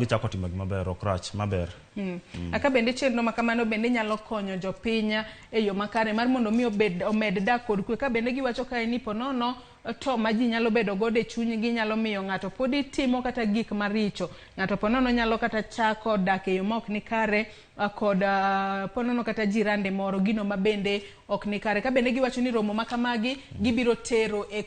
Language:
Luo (Kenya and Tanzania)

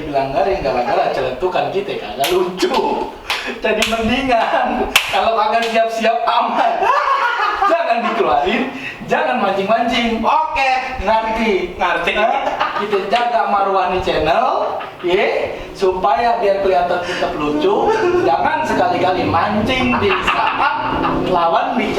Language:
Betawi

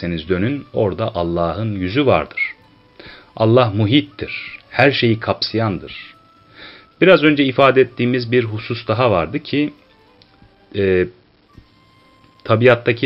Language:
Turkish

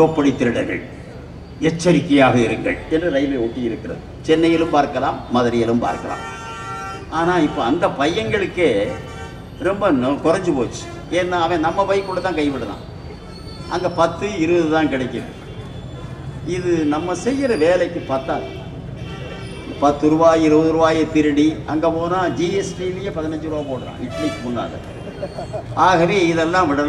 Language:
Tamil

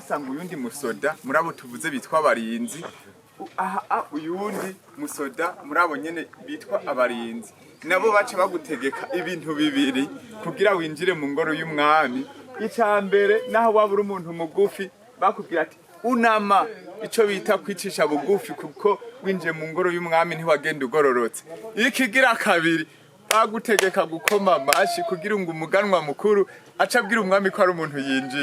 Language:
Rundi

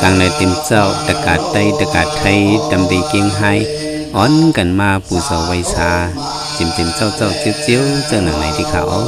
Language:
Shan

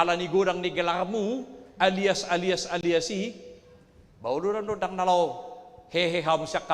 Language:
Batak Toba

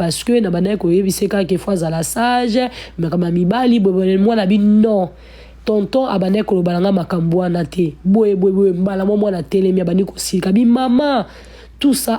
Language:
Lingala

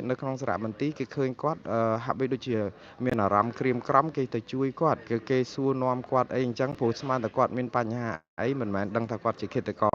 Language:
Khmer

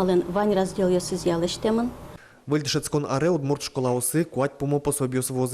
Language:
Udmurt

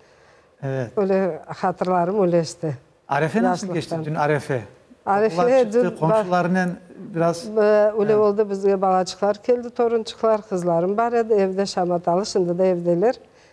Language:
Crimean Tatar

